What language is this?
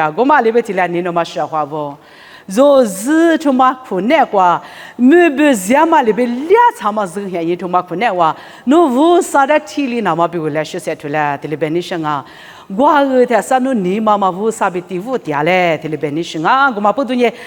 Lisu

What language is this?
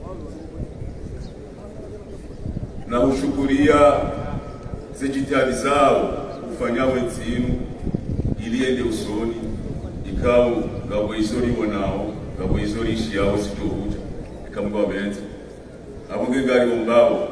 Swahili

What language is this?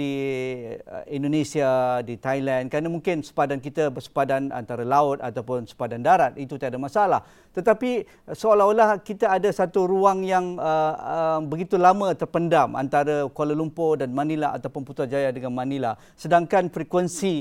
Malay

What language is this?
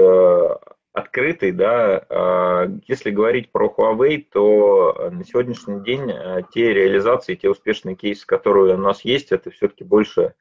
Russian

